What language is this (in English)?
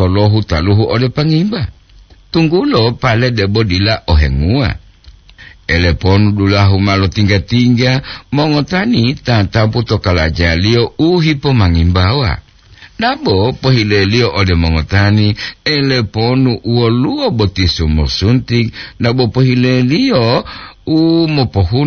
Gorontalo